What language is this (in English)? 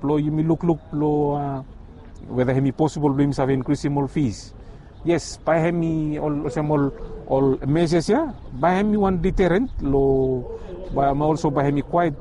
Bislama